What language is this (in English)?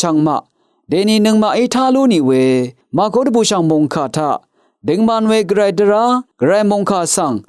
Rawang